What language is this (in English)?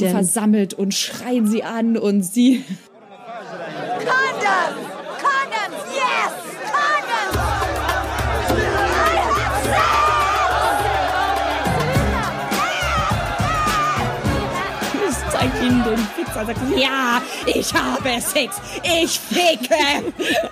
German